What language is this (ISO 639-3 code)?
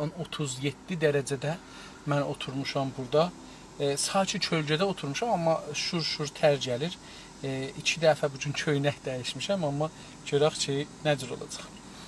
azb